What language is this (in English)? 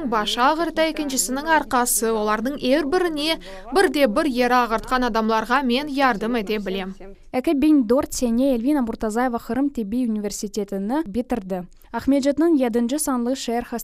Crimean Tatar